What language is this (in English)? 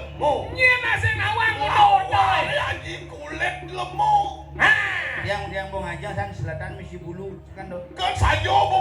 Balinese